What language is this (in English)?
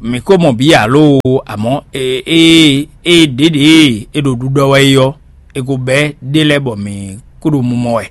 Fon